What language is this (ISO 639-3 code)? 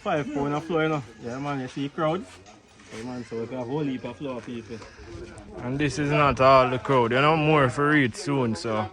jam